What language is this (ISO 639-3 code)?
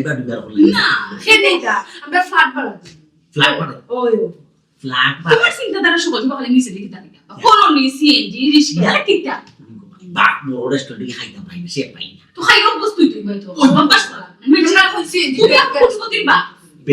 syl